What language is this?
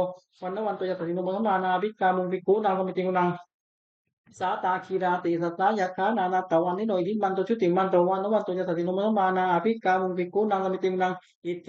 Pali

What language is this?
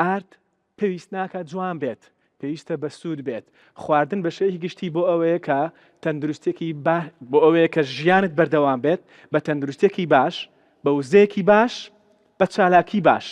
Central Kurdish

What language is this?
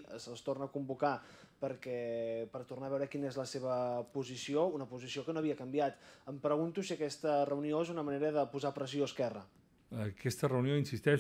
Catalan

